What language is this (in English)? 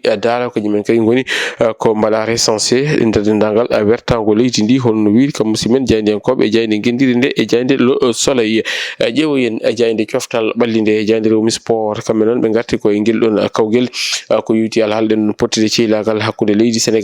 Fula